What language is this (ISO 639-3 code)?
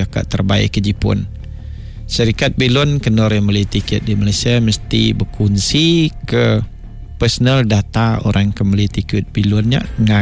iba